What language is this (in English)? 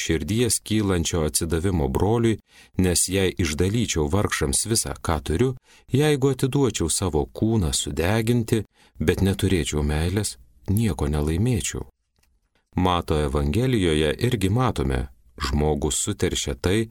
Lithuanian